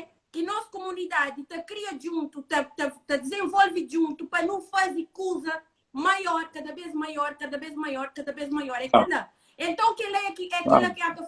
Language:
Kabuverdianu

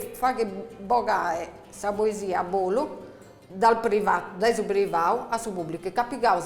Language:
Sardinian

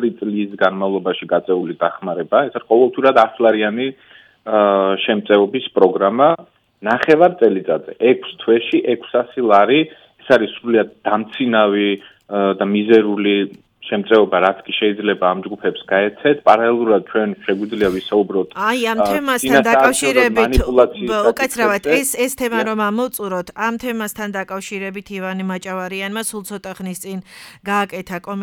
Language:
Georgian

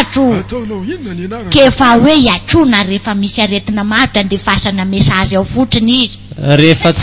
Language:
Malagasy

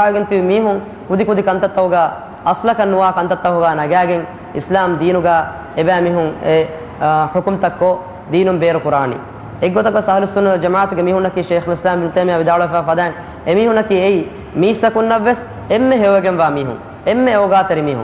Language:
Divehi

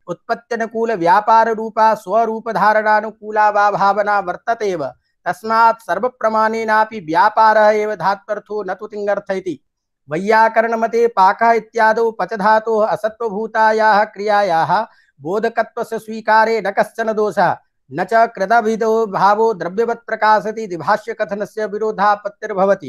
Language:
Sanskrit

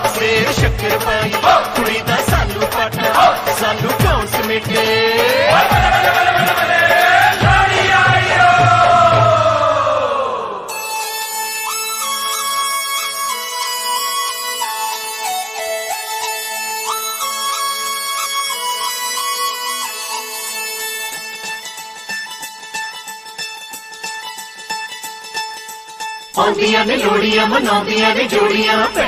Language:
Punjabi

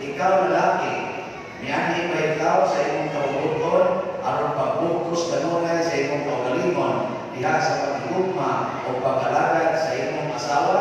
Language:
Cebuano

